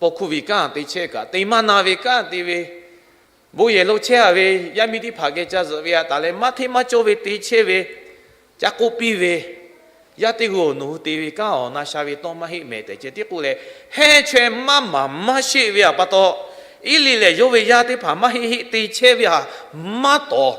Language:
Lahu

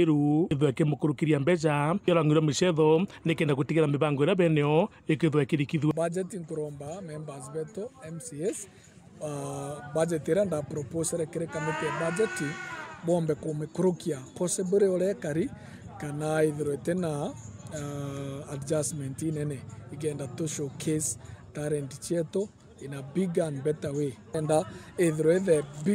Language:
Meru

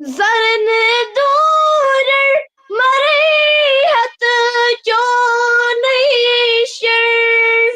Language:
Kashmiri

